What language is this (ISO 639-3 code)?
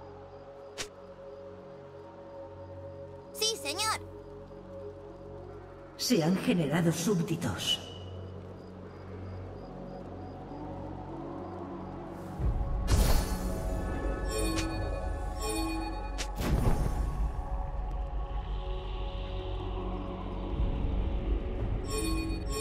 spa